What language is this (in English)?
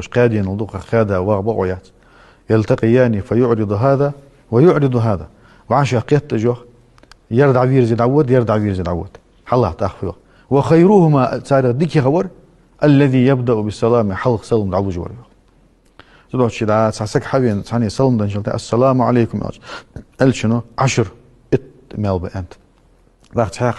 Ingush